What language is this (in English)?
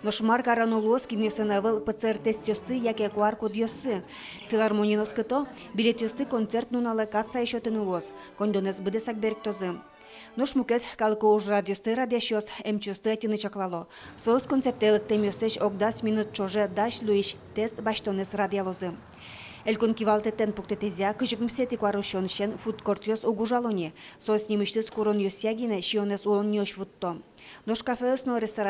Udmurt